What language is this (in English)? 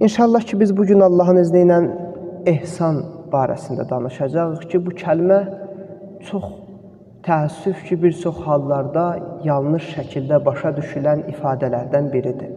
Azerbaijani